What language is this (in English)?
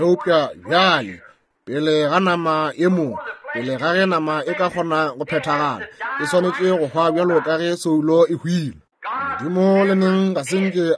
Northern Sotho